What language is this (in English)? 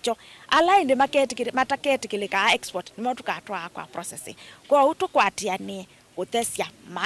Kamba